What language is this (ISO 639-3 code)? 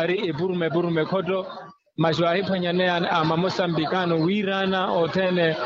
vmw